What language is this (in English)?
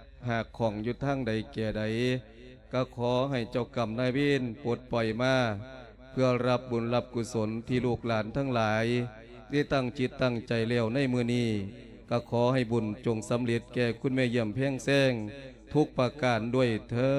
Lao